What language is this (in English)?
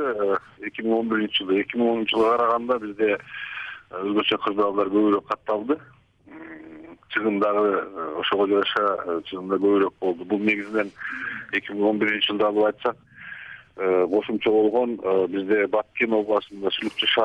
Kyrgyz